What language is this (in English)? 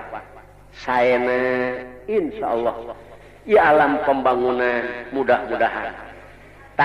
Sundanese